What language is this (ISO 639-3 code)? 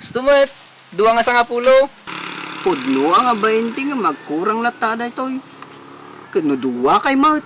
ilo